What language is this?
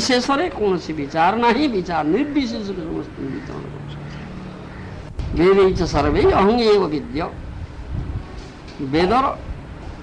Odia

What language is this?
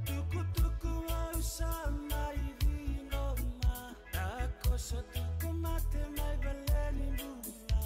Fijian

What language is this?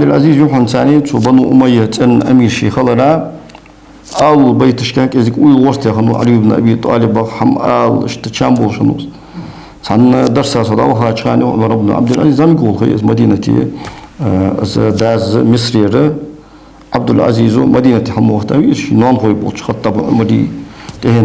Ingush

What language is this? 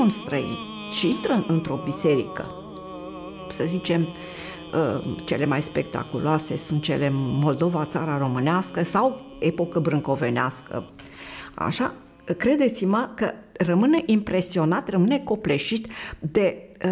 Romanian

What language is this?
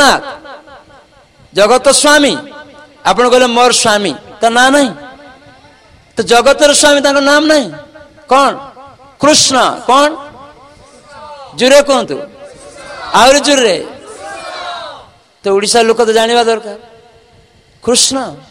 Odia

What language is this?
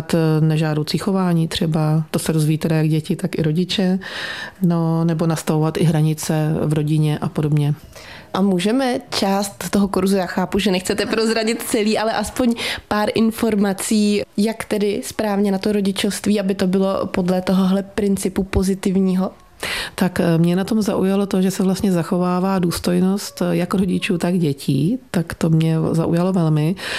Czech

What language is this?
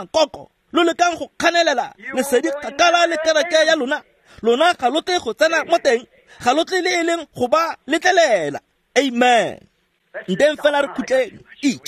Tswana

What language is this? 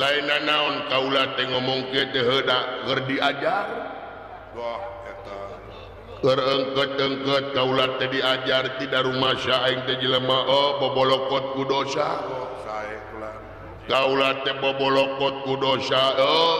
Sundanese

